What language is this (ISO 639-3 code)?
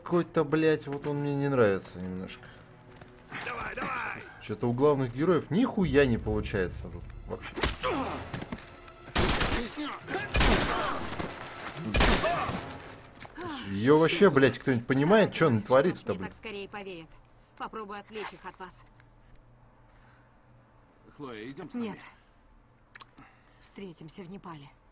rus